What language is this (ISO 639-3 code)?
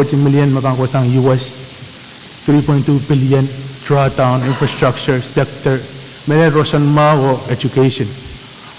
pon